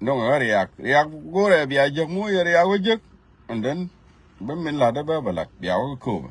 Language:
Nuer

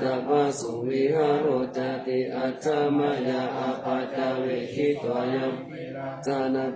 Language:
Pali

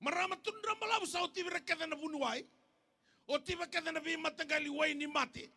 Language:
Fijian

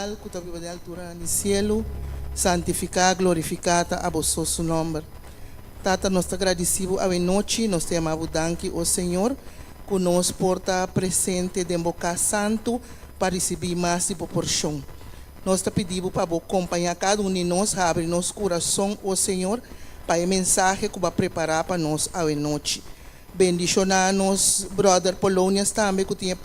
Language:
Papiamento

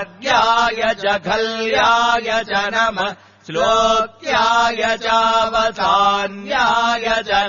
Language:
Sanskrit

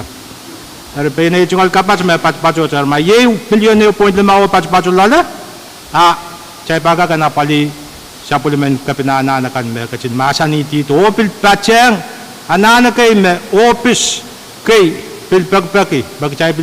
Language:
Pohnpeian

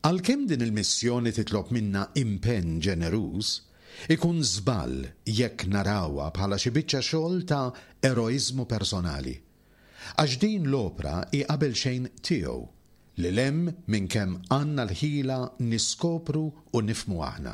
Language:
Maltese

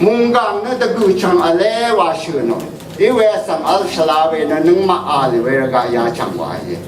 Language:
Rawang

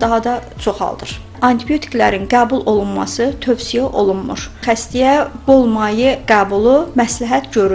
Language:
Azerbaijani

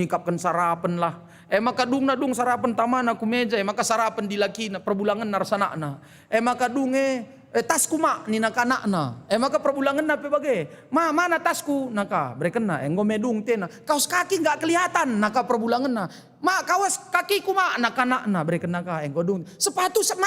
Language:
Batak Karo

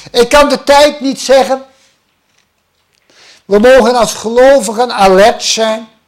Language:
Dutch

